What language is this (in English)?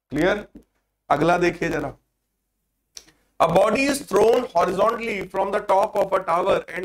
Hindi